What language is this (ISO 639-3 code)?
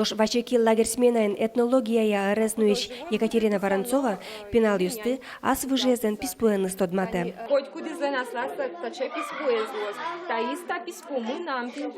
udm